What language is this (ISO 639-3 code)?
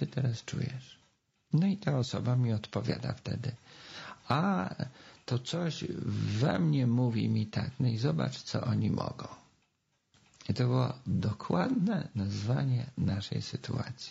pol